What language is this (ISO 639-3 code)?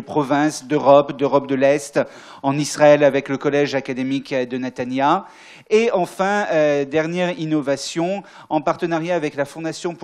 fra